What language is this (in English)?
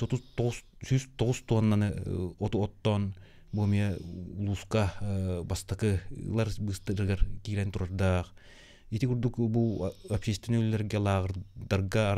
Yakut